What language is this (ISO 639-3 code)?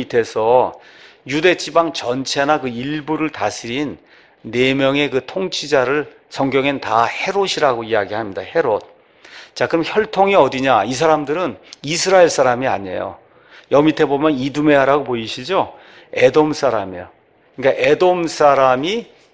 kor